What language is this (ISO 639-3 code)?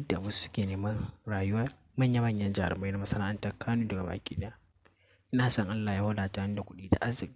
hau